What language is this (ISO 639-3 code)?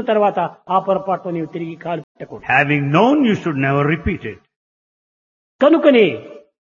tel